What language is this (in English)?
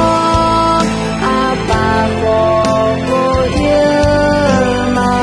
Akha